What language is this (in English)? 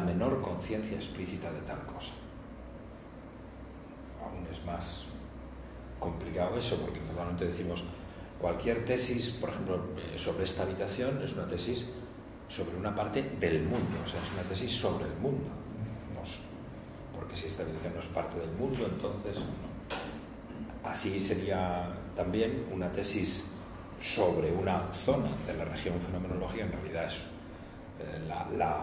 Spanish